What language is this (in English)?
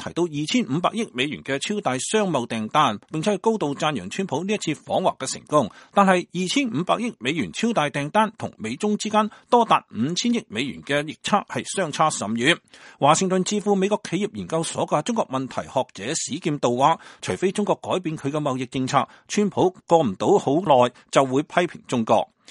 Cantonese